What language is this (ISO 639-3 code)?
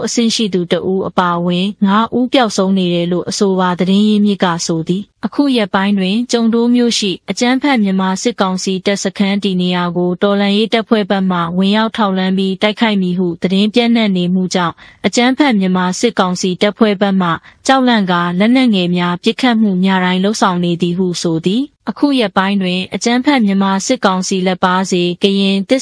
mya